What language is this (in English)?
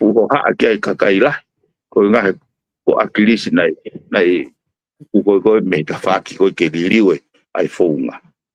Tongan